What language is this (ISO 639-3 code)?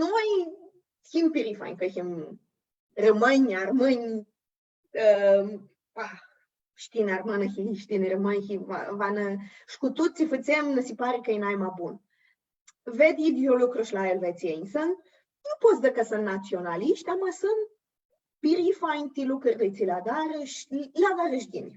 rup